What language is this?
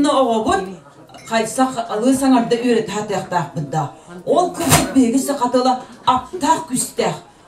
Yakut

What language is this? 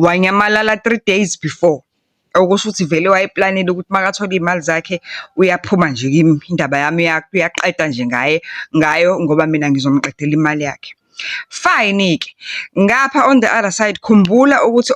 Zulu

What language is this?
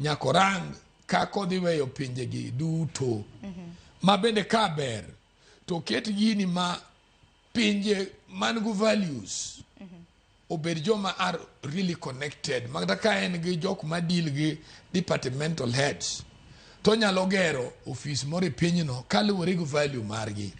Luo (Kenya and Tanzania)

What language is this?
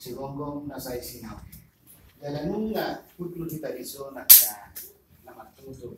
Batak Toba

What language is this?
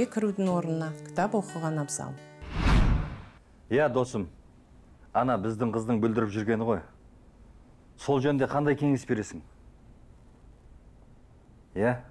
Kazakh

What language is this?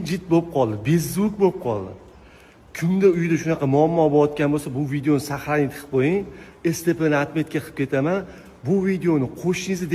Uzbek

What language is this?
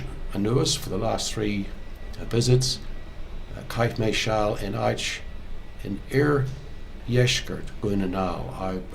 Irish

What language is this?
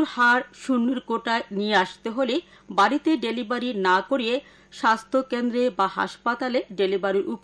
Bangla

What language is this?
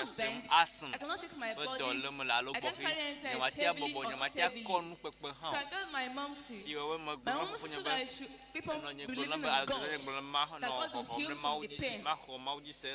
Ewe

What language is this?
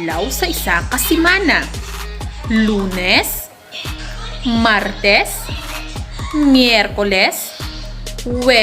Hiligaynon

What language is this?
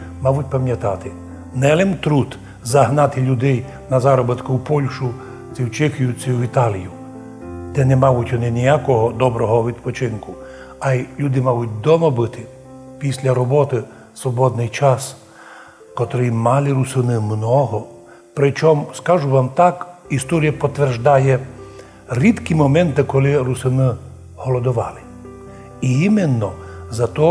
Rusyn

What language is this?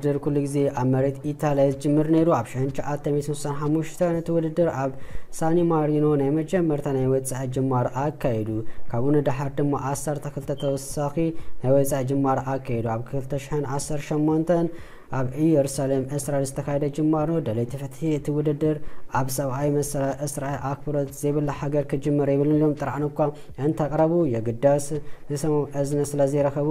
Tigrinya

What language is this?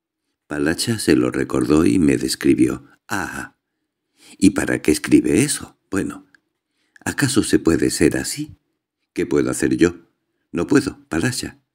Spanish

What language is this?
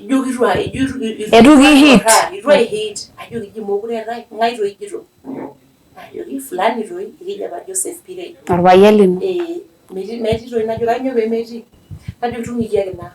Masai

